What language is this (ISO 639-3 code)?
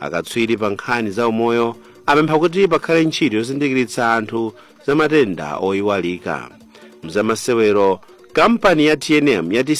nya